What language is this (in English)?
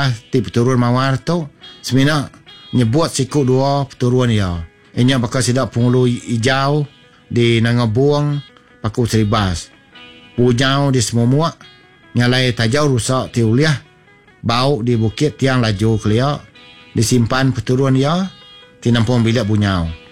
Iban